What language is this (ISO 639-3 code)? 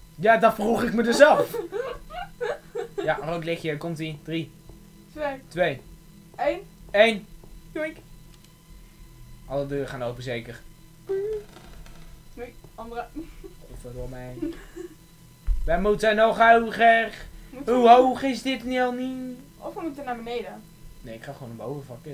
nld